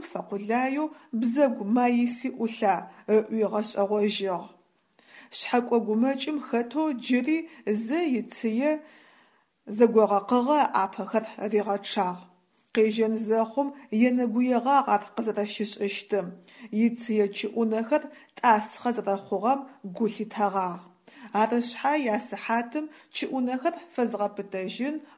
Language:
Adyghe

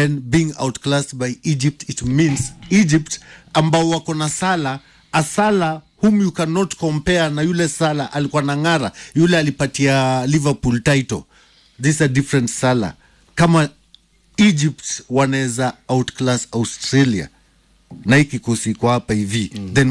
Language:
Swahili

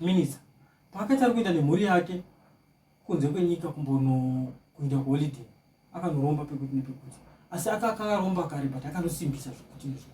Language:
Shona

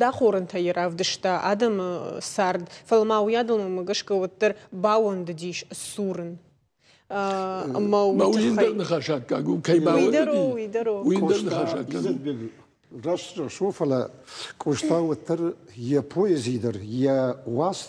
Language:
Ossetic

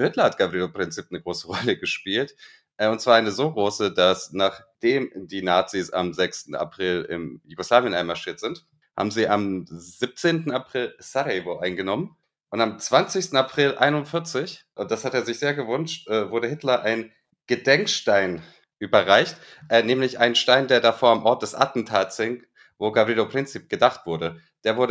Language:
German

